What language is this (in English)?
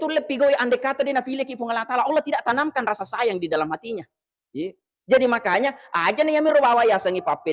Buginese